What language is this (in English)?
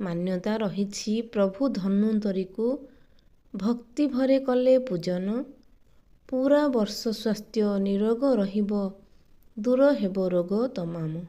Odia